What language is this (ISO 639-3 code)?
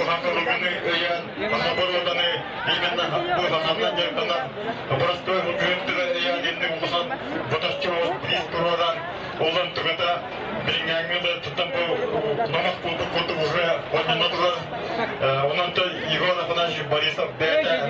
sah